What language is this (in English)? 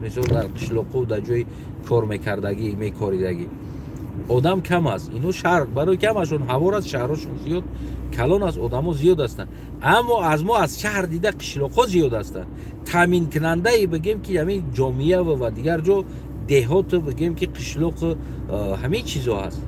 Tajik